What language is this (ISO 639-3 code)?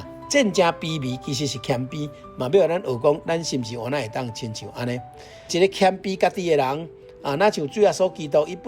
nan